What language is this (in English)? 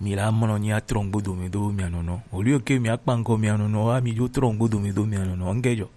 Gen